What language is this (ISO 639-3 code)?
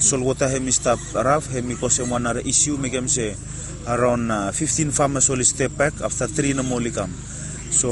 bis